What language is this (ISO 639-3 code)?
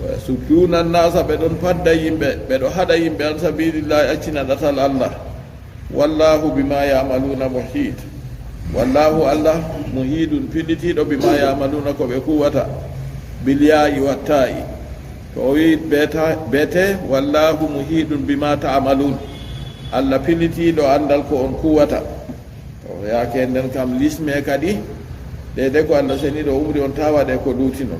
ful